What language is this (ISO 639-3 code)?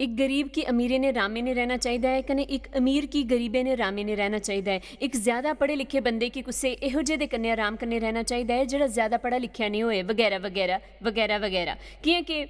doi